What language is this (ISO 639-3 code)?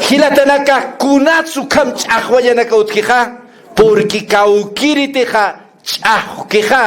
aym